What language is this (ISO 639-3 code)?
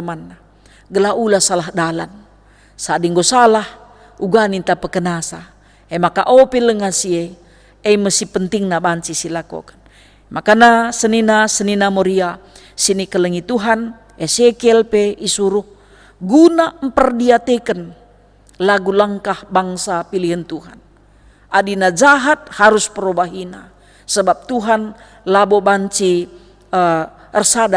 btx